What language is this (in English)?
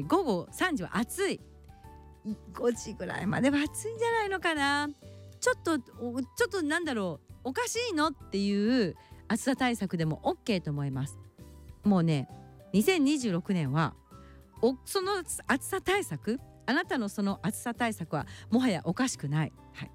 Japanese